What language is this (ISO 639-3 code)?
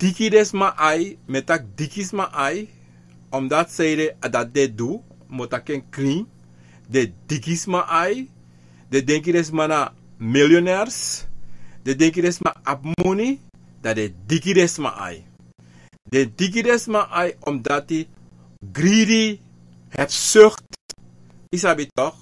srn